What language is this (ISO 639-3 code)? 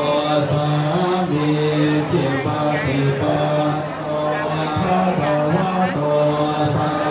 pli